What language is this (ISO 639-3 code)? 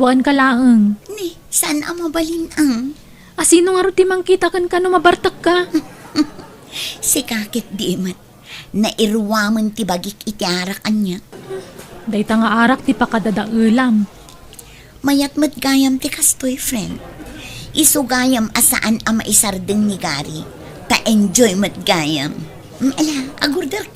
ilo